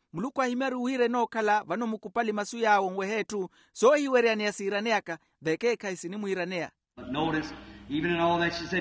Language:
Makhuwa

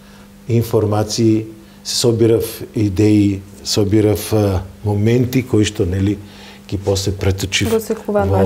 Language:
Macedonian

